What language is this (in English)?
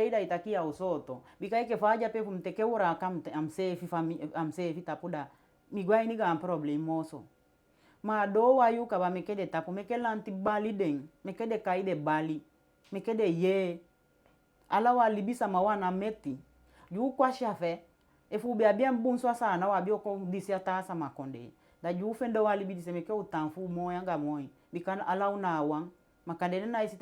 Eastern Maroon Creole